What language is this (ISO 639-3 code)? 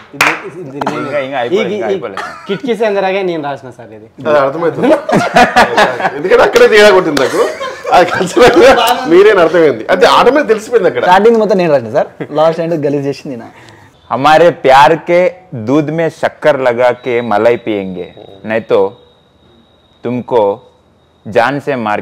tel